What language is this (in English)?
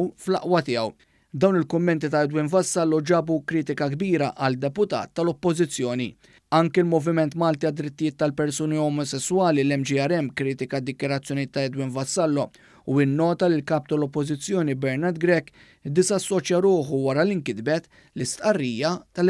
Maltese